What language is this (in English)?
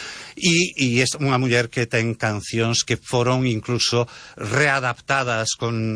Galician